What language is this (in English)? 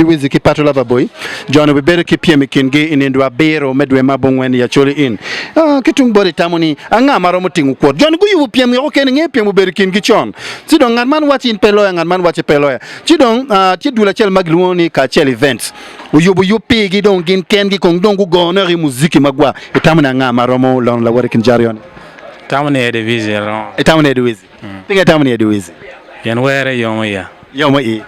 Acoli